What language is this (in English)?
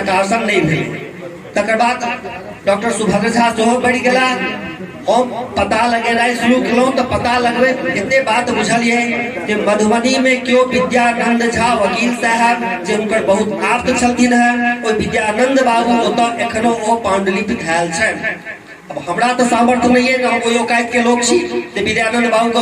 Maithili